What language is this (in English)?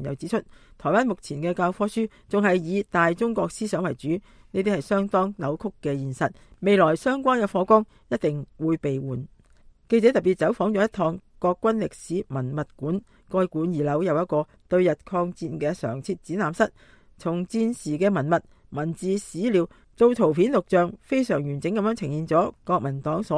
Cantonese